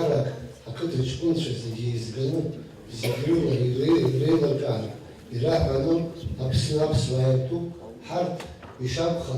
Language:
Abkhazian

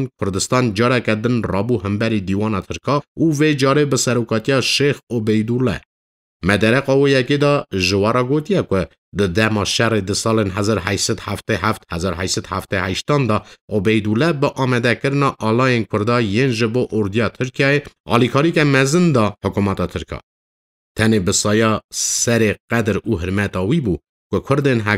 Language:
Kurdish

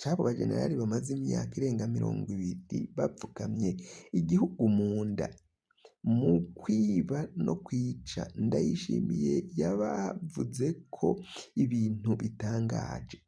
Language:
Rundi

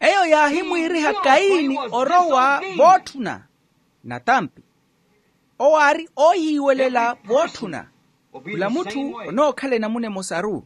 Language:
Makhuwa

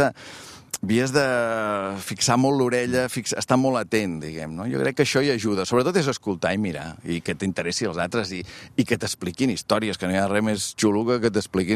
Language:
Catalan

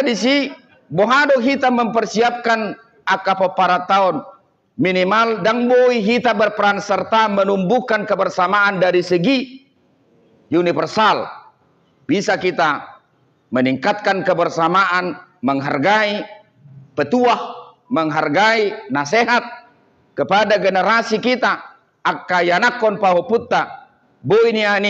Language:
Batak Toba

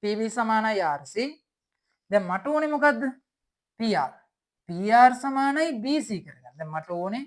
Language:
Sinhala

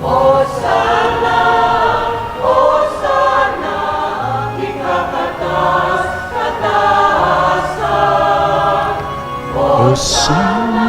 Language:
Pampanga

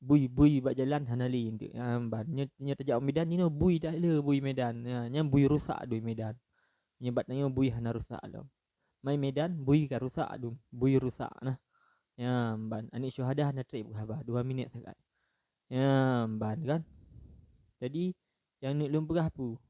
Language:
Achinese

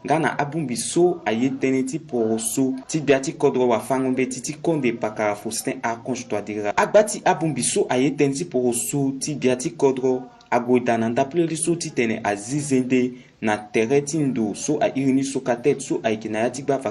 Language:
Sango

